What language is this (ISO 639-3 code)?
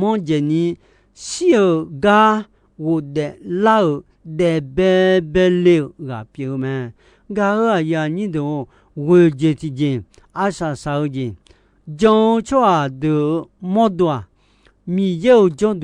ahk